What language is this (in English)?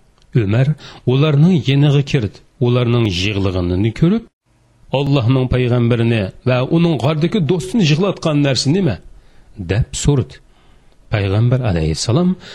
Uyghur